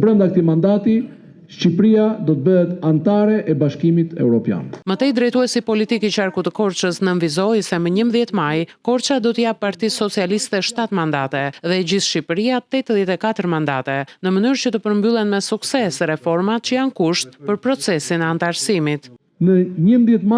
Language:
Albanian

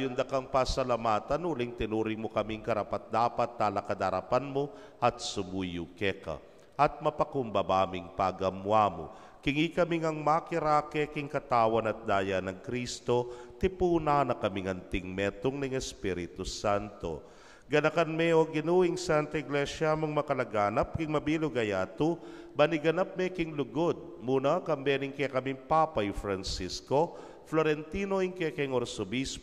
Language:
Pampanga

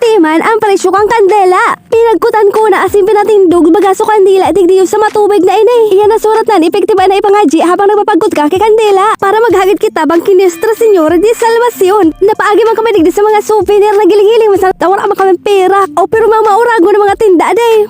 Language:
Bikol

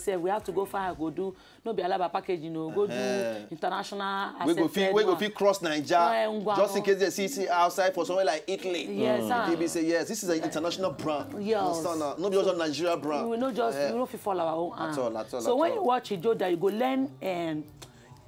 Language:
Nigerian Pidgin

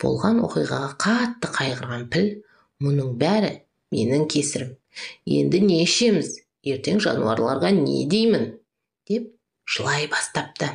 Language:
Kazakh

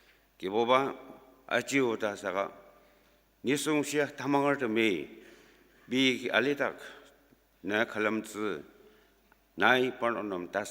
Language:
Ao Naga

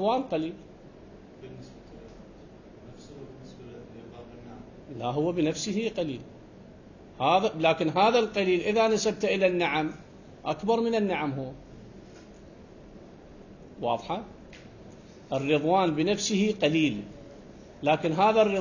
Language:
Arabic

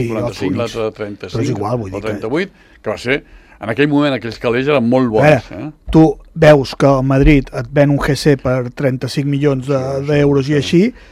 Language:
Catalan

